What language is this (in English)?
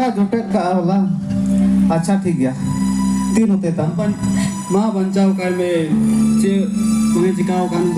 Santali